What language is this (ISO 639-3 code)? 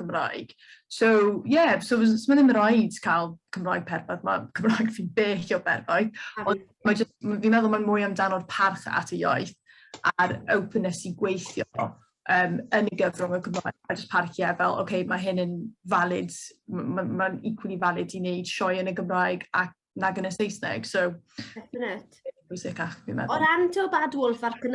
cym